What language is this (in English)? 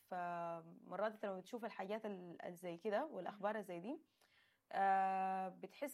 Sudanese Arabic